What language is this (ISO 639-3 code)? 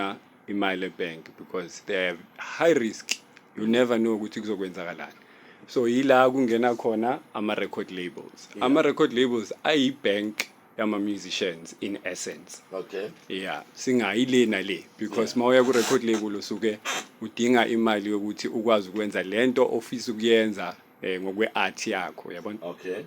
zul